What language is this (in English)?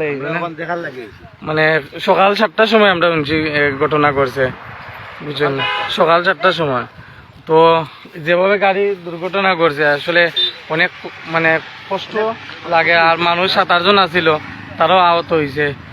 Sylheti